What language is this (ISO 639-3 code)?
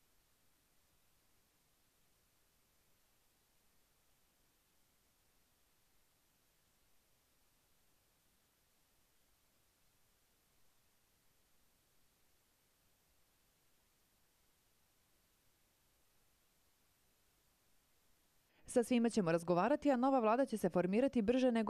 srp